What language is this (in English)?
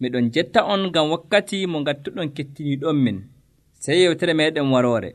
Nigerian Fulfulde